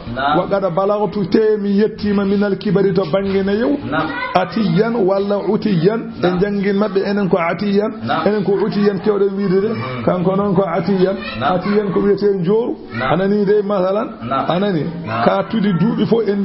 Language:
Fula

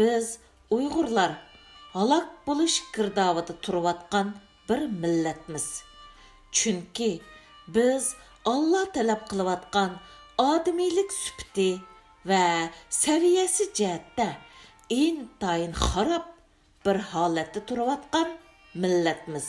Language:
Uyghur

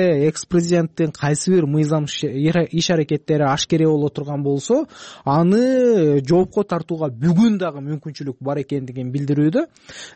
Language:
Kyrgyz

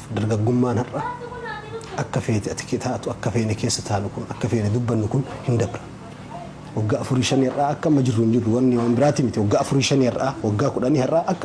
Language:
Oromo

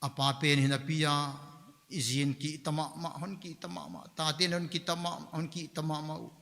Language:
Paite Chin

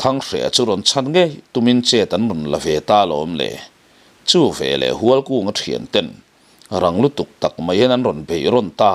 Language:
Mizo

